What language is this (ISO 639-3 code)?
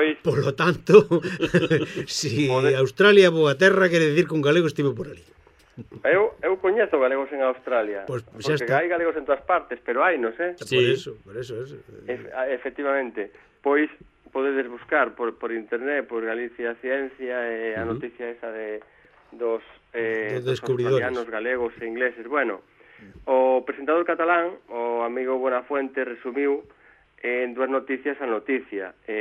glg